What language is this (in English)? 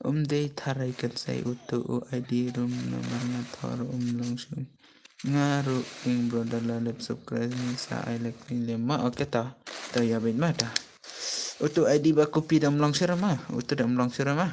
Khasi